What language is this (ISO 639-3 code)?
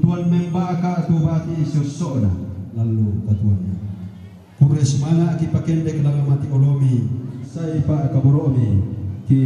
sda